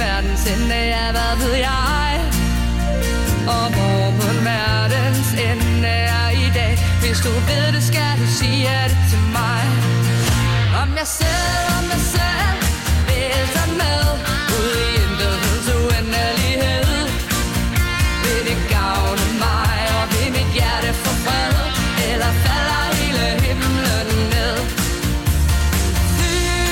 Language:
Danish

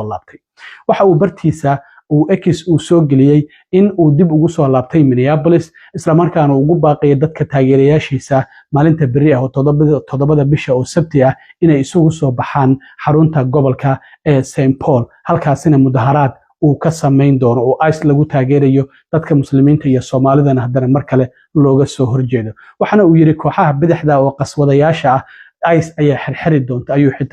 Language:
Somali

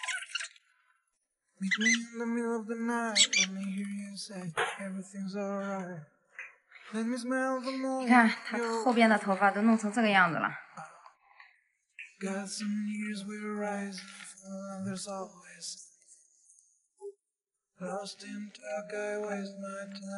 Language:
Chinese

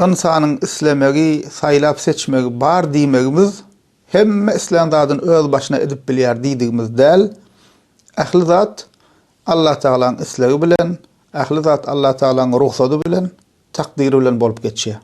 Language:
Turkmen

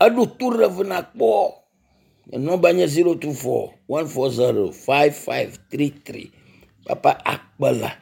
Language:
Ewe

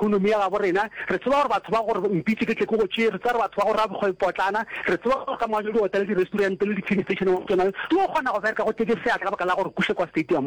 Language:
Northern Sotho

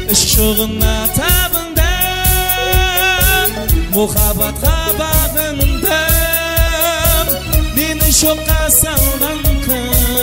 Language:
Kara-Kalpak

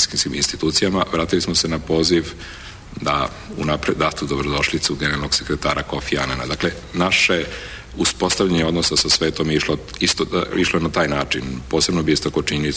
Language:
Serbian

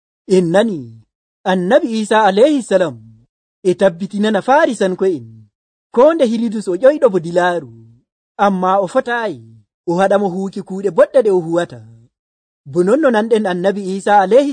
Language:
Nigerian Fulfulde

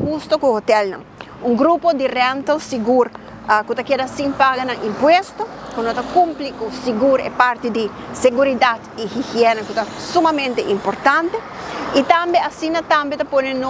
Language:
Papiamento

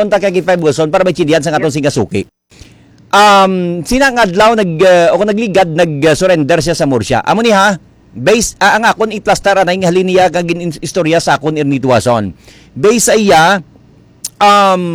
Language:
Hiligaynon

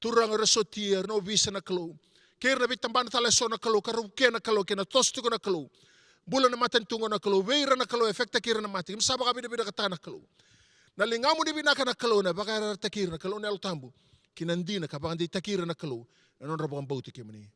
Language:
Fijian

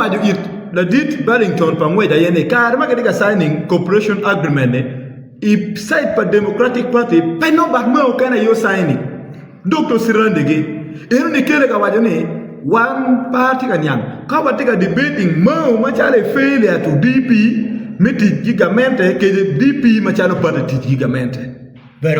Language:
Acoli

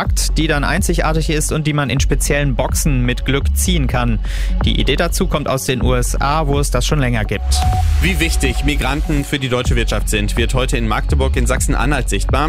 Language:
German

